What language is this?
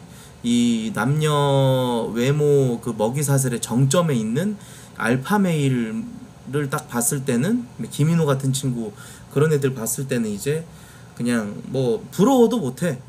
Korean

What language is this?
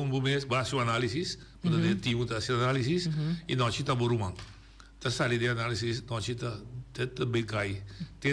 Papiamento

